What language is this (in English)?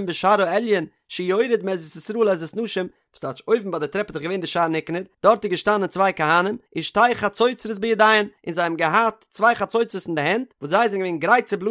Yiddish